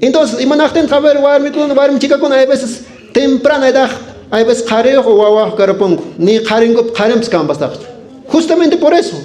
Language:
Quechua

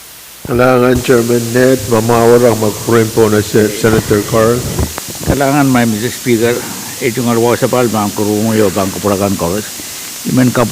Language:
Pohnpeian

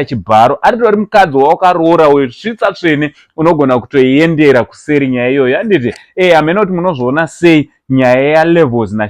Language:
Shona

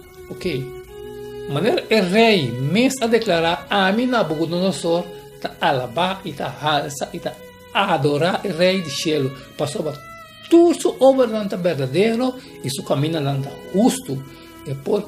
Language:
Papiamento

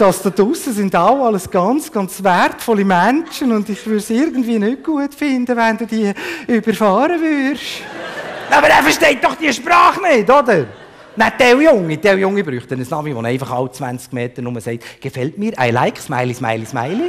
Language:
Swiss German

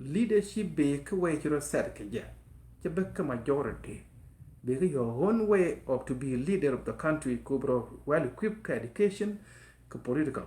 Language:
Nuer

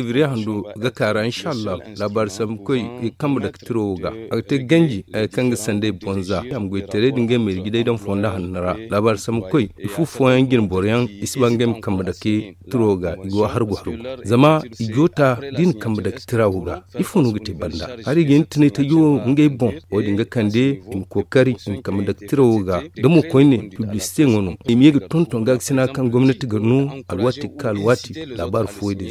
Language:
Zarma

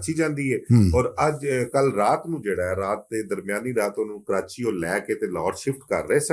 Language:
Western Panjabi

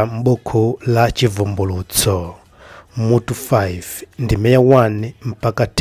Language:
Nyanja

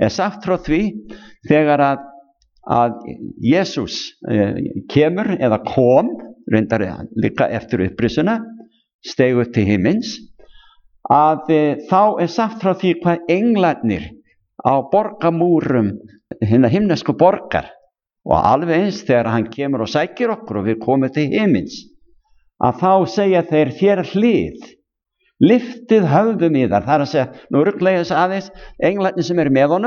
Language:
Icelandic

